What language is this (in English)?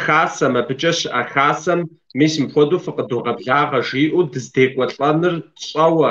Kabardian